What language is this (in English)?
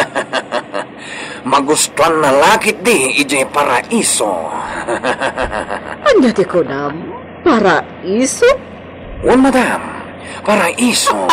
Iloko